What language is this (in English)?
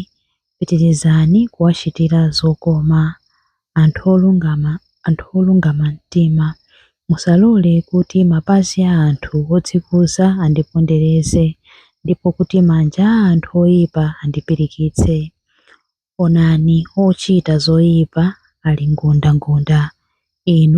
Nyanja